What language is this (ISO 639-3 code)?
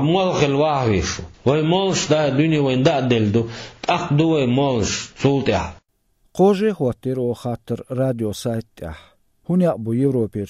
che